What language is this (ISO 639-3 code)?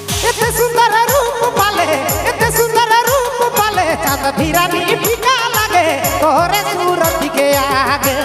sck